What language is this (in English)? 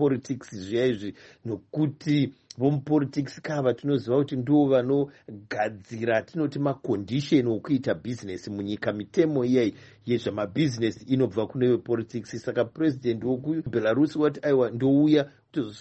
Shona